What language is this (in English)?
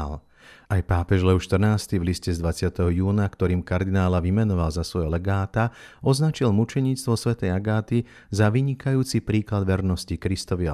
Slovak